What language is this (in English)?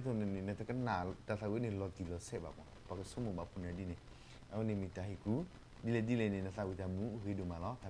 S'gaw Karen